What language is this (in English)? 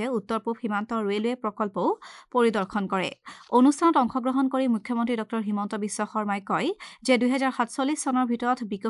Assamese